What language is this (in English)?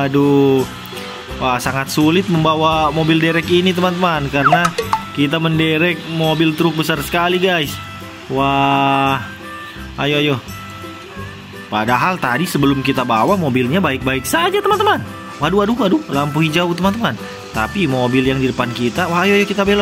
Indonesian